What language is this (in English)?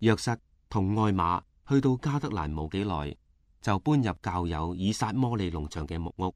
Cantonese